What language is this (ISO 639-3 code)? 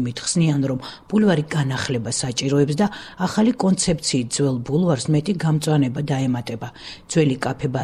kat